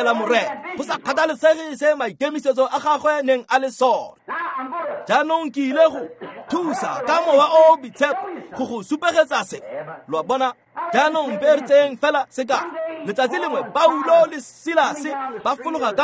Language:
Tswana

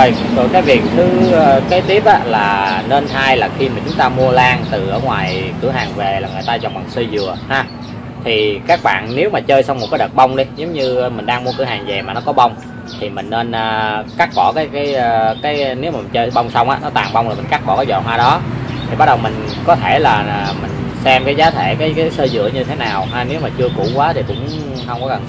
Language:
Vietnamese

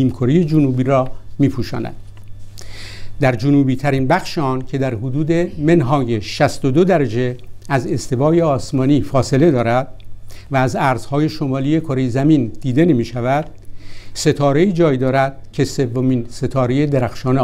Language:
Persian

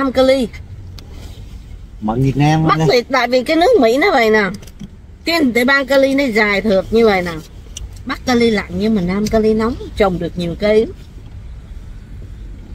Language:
Vietnamese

